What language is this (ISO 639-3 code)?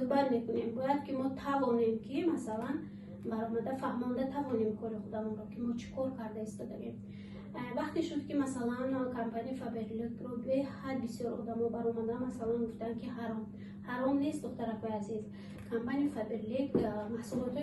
tgk